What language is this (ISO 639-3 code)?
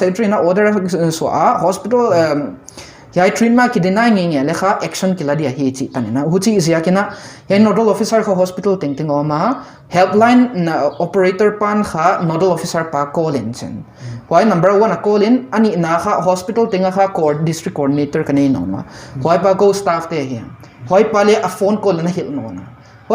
pck